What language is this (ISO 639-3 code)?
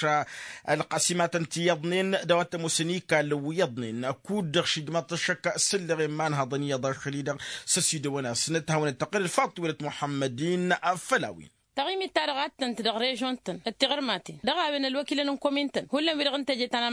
taq